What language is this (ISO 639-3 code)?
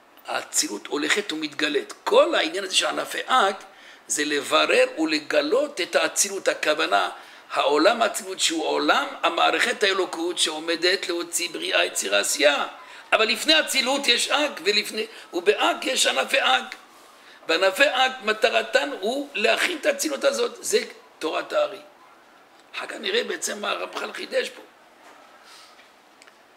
heb